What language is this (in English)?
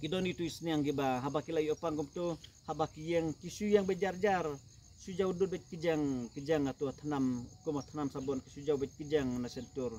Khasi